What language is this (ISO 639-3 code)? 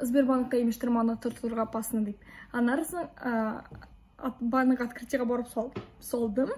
tat